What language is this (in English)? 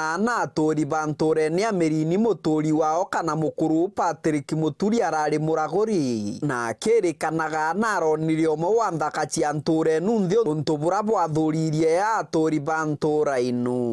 Meru